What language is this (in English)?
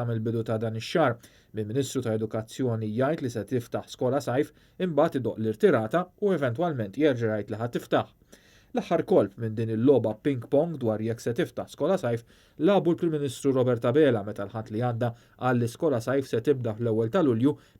Maltese